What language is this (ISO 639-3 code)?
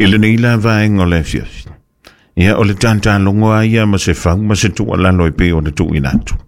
smo